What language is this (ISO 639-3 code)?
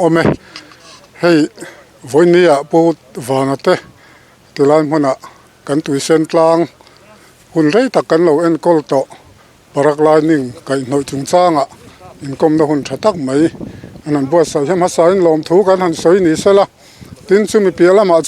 lus